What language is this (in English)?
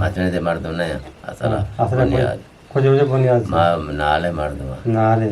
Eastern Balochi